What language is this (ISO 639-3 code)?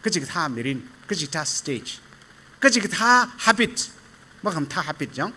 nmf